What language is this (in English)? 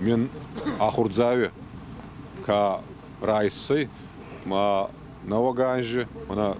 Ossetic